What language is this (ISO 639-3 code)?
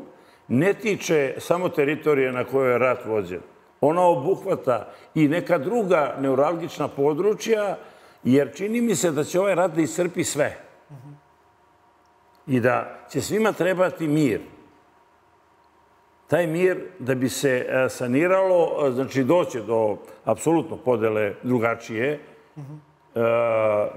srp